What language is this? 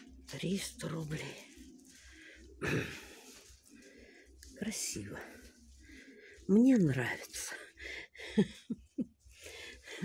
Russian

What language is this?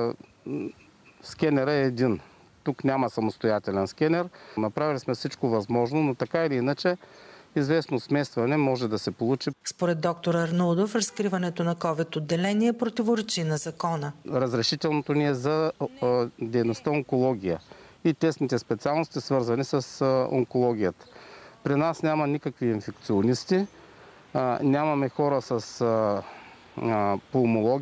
Bulgarian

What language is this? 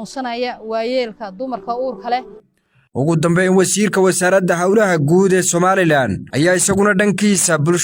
Somali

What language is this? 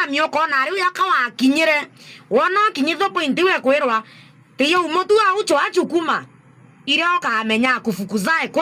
Meru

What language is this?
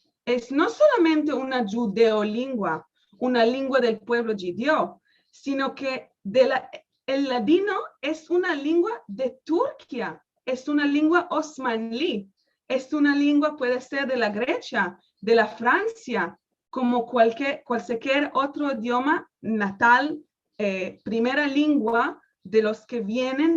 Ladino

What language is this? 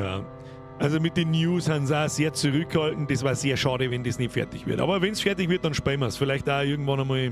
Bavarian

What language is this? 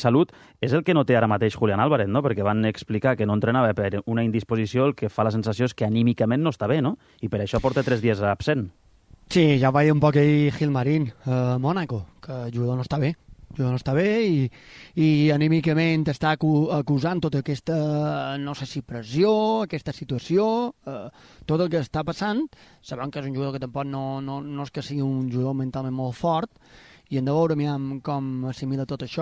Catalan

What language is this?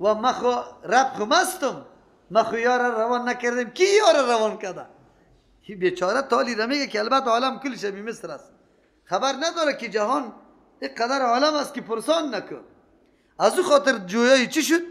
Persian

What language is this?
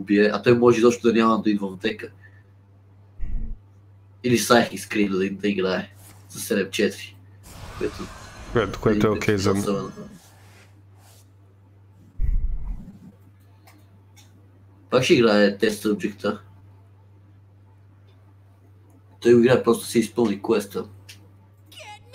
Bulgarian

